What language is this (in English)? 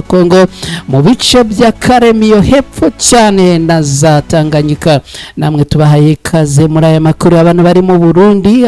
Kinyarwanda